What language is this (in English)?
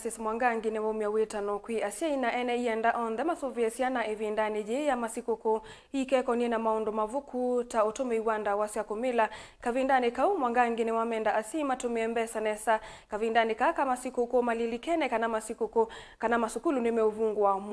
Kamba